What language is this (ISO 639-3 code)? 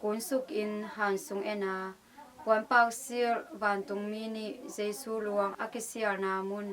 ctd